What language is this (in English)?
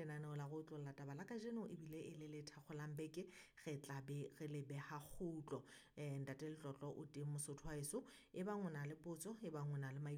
Southern Sotho